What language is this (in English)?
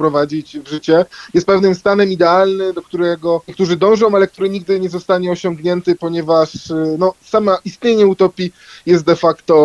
Polish